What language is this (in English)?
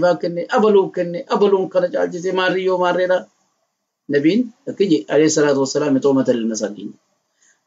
Oromo